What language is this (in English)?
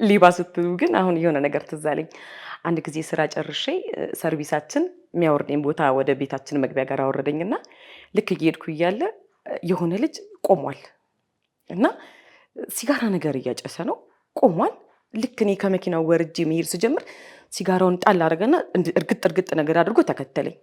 Amharic